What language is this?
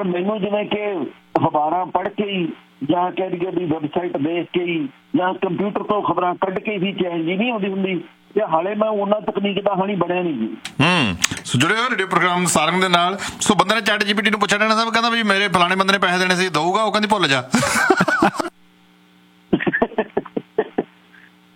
Punjabi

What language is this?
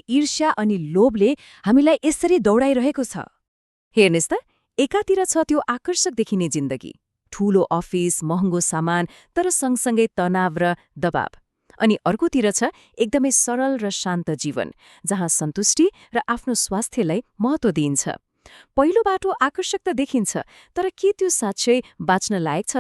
Nepali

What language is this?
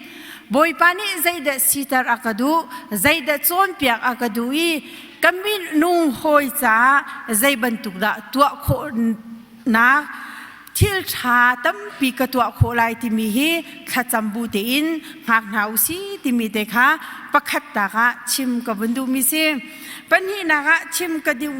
Hakha Chin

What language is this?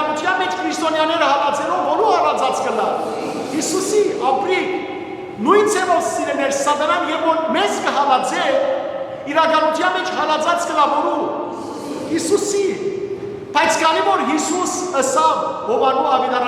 Western Armenian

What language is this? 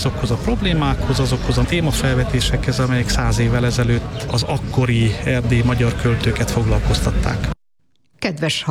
Hungarian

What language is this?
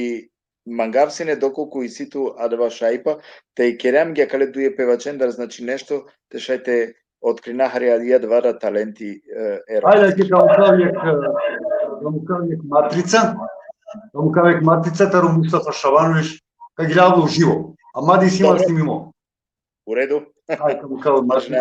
Balkan Romani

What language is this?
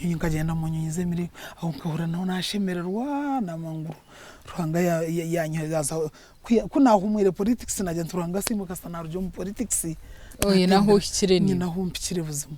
Nyankole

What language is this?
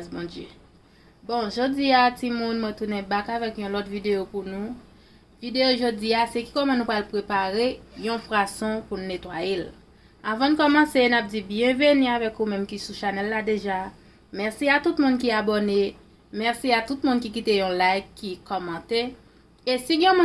Haitian Creole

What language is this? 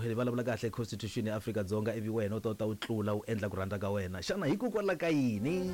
Tsonga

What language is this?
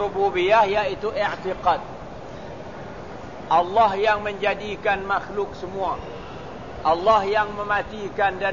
Malay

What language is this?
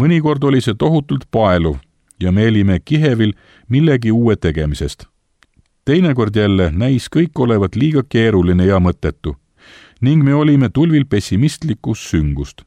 Estonian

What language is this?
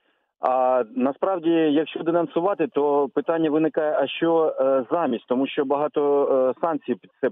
Ukrainian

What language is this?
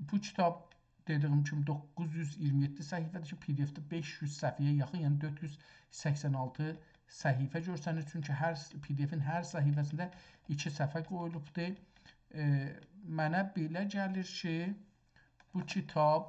South Azerbaijani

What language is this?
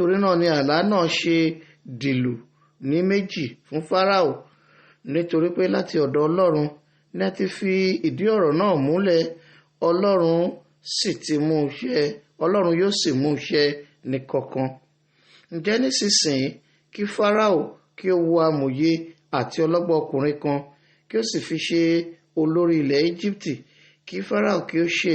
Yoruba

